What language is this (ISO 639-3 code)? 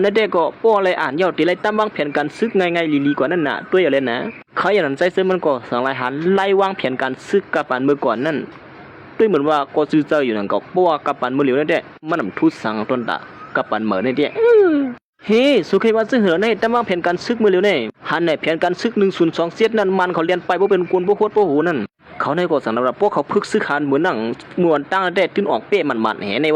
shn